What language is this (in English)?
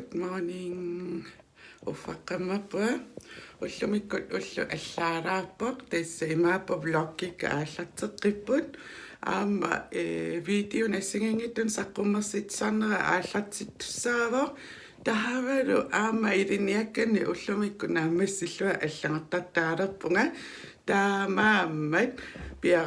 Kalaallisut